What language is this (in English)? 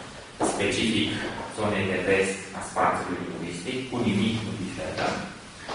Romanian